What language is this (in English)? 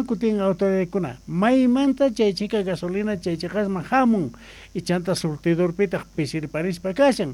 Quechua